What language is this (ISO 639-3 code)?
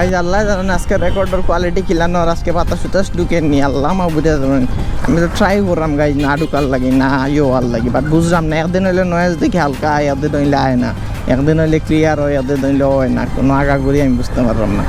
syl